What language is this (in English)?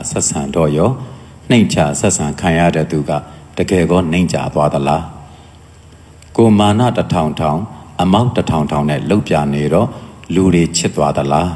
Burmese